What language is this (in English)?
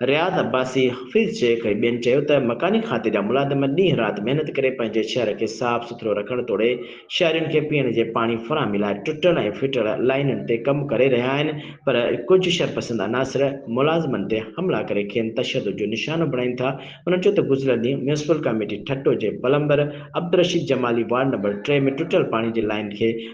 Sindhi